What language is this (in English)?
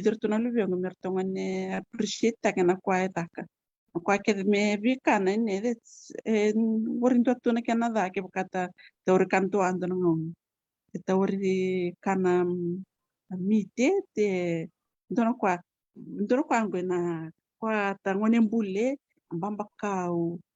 Fijian